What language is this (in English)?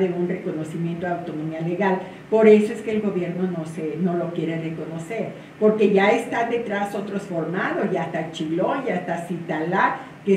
Spanish